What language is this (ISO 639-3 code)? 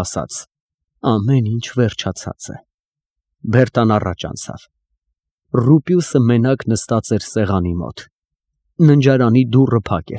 hye